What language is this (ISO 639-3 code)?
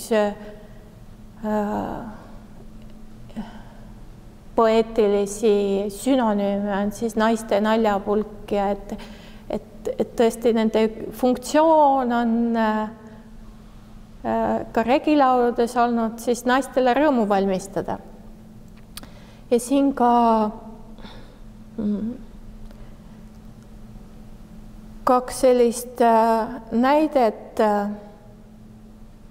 est